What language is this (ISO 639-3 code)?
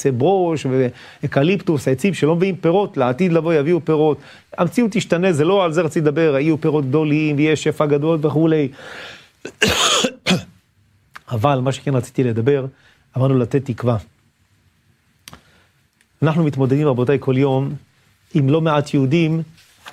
heb